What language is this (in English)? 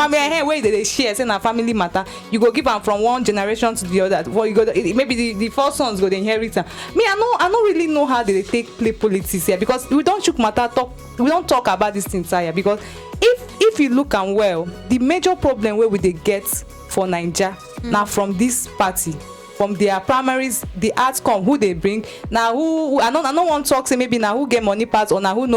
Nigerian Pidgin